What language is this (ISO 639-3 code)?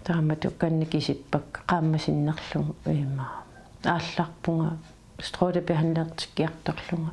kal